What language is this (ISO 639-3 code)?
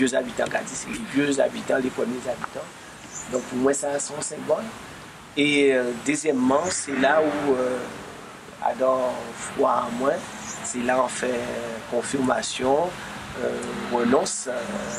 gcf